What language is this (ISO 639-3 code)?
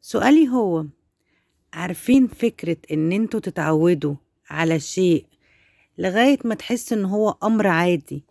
arz